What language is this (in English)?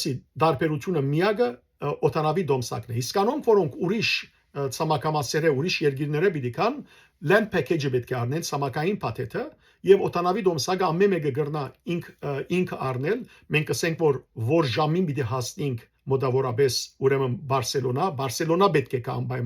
Western Armenian